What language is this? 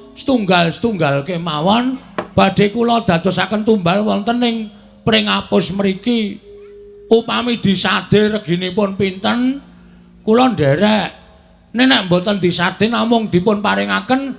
Javanese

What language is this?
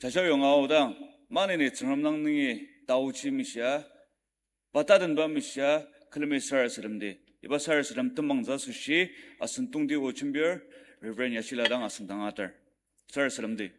Ao Naga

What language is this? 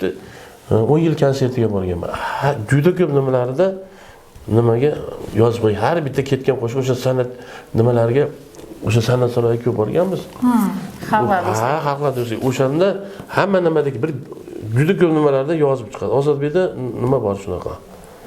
Uzbek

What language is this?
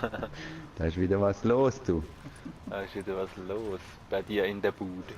Swiss German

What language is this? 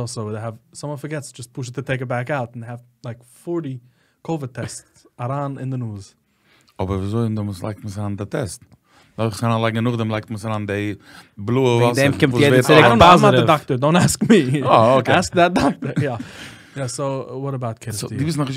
Yiddish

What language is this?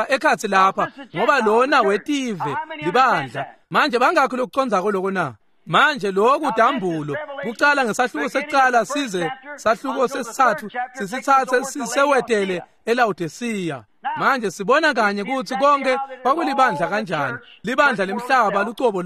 Swati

